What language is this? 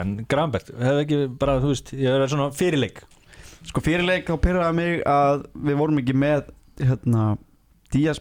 Icelandic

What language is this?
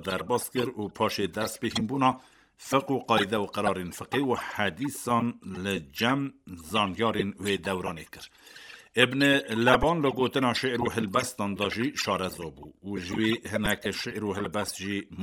Kurdish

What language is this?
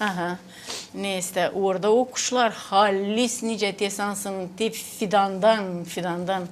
Gagauz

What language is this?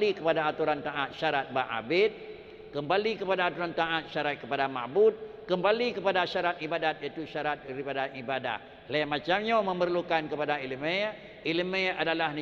Achinese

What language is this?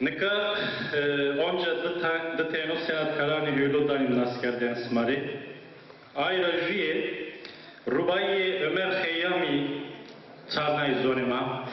Zaza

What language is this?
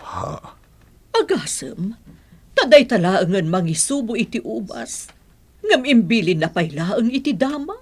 Iloko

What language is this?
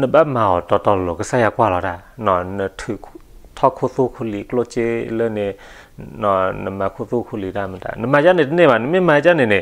S'gaw Karen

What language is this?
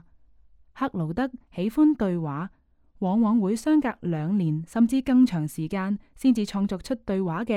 Cantonese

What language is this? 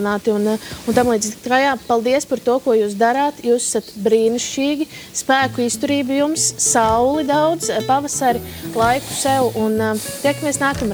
Latvian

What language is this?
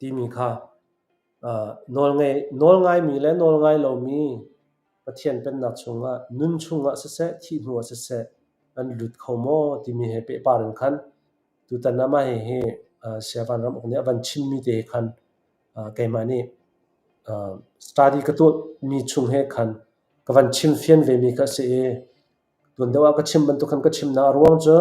Hakha Chin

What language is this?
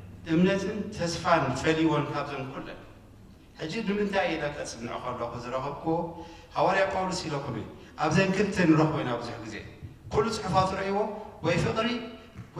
Tigrinya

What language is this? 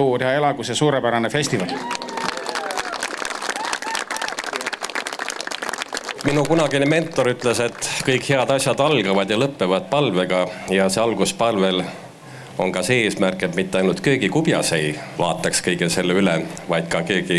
Estonian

